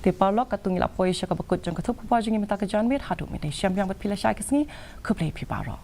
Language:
Khasi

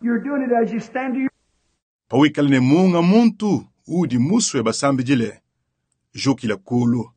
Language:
Luba-Lulua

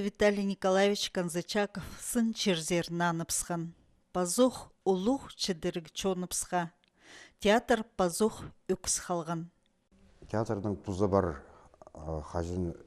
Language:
Khakas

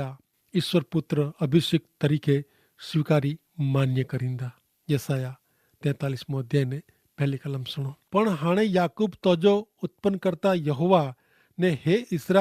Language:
Kachhi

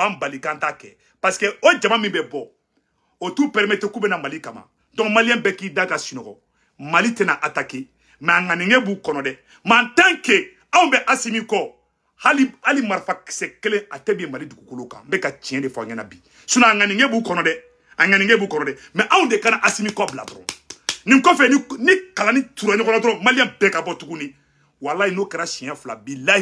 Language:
Bambara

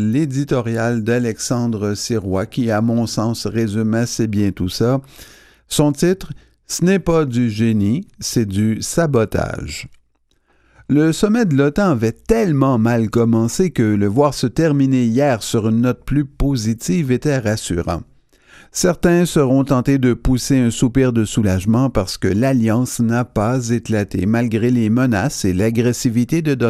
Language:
French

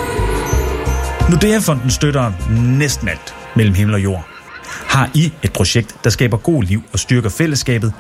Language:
Danish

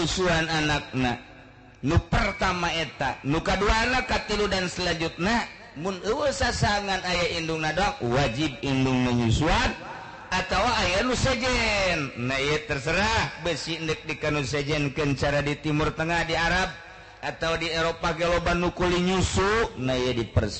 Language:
Sundanese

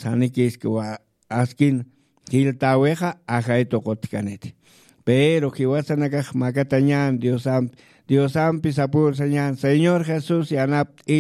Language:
Aymara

